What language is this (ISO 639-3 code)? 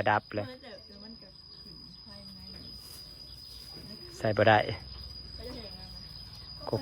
tts